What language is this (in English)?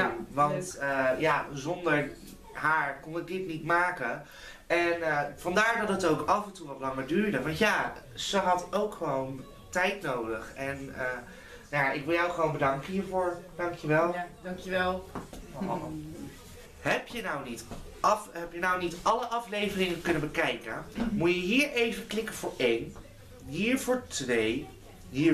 Dutch